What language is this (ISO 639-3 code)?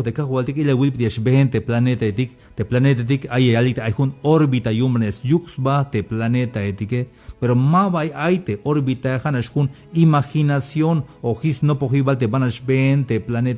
tzh